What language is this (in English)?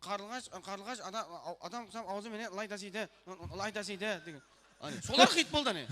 Kara-Kalpak